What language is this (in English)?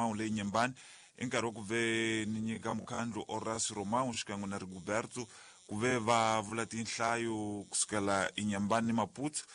Tsonga